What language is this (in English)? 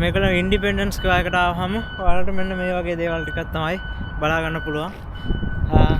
Sinhala